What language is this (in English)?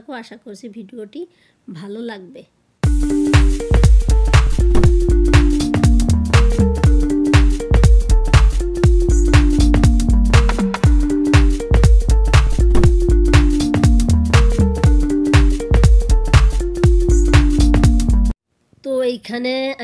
Bangla